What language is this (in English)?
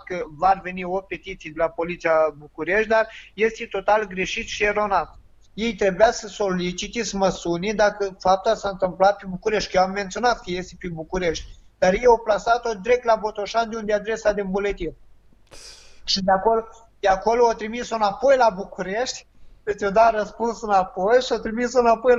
Romanian